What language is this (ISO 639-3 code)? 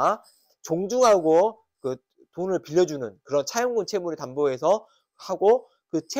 kor